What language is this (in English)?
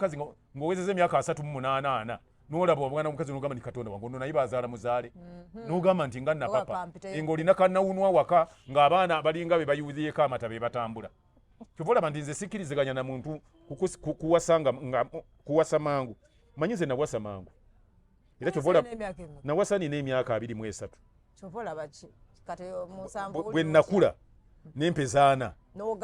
Ganda